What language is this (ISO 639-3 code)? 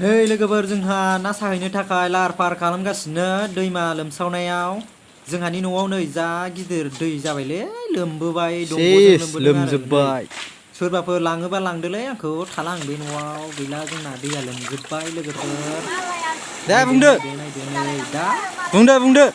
brx